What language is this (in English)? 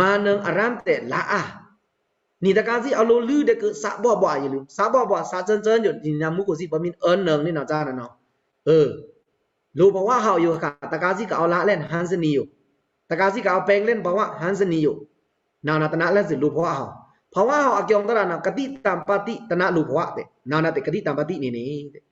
Pa'o Karen